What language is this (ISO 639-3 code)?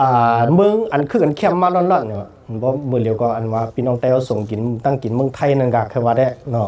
shn